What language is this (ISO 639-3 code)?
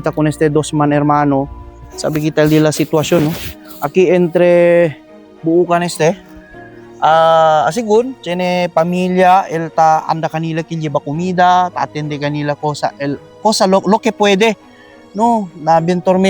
cbk